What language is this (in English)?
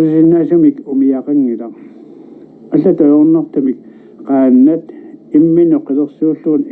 Kalaallisut